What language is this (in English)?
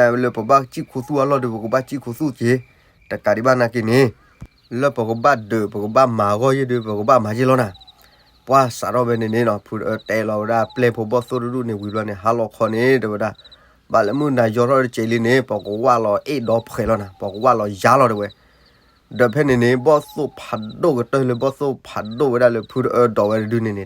S'gaw Karen